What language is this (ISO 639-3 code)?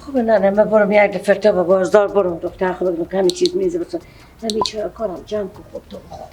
fas